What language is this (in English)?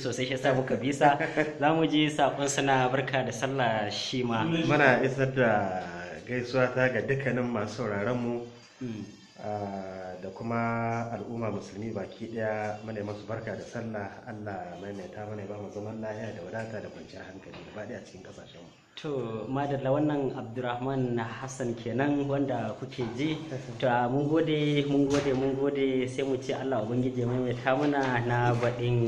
Hausa